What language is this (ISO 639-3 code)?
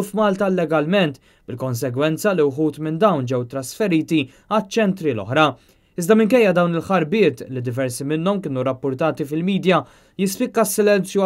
mlt